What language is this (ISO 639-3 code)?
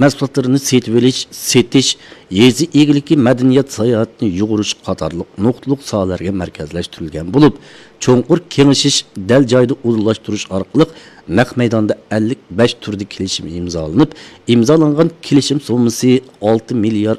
uig